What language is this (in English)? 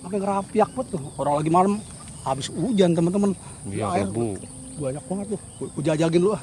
Betawi